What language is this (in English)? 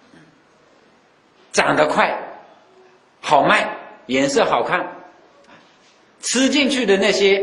Chinese